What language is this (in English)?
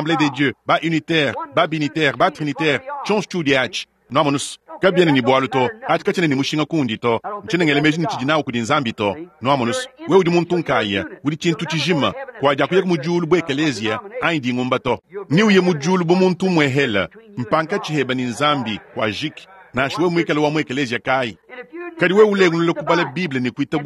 Luba-Lulua